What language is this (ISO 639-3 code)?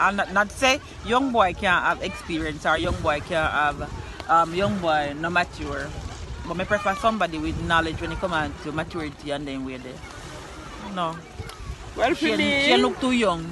jam